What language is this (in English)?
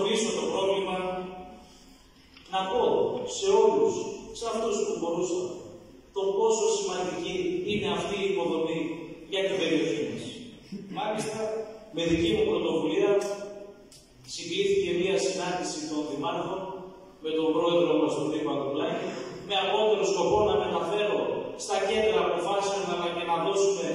Greek